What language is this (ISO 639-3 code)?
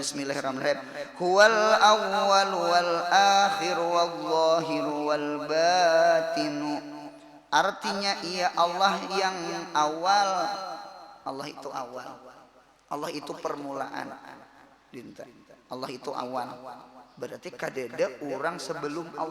bjn